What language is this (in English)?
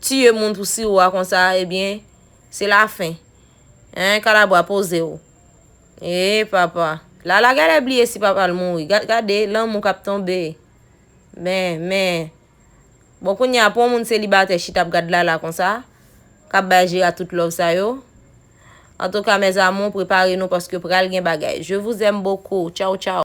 Haitian Creole